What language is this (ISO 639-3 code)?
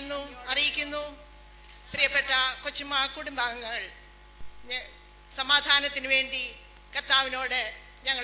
mal